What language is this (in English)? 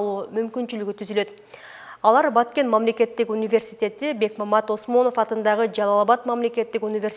Kyrgyz